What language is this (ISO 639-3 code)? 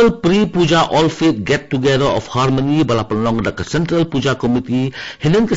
kha